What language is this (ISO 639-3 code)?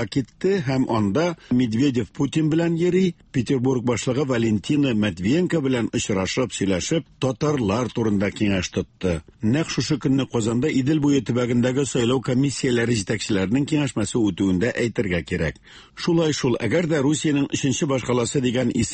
tat